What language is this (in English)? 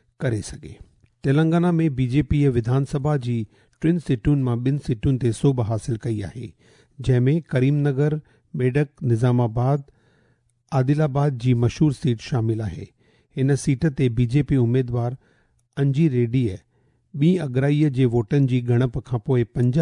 Sindhi